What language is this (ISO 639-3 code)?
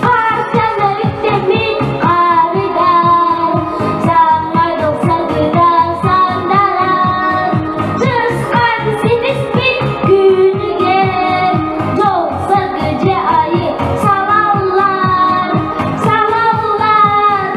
sah